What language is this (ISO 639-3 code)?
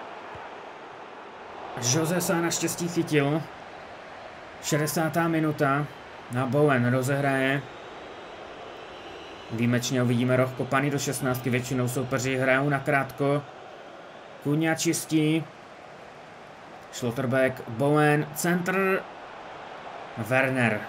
ces